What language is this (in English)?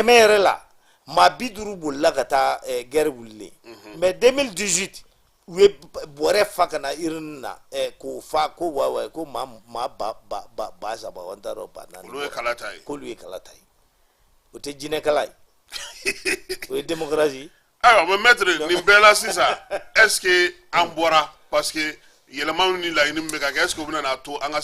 Bambara